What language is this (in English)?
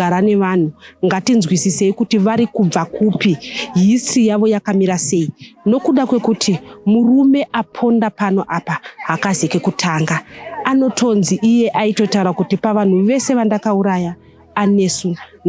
Shona